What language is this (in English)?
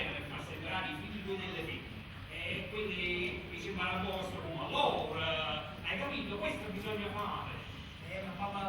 Neapolitan